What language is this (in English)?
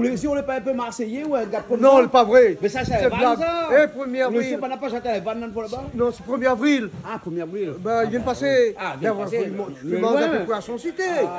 Réunion Creole French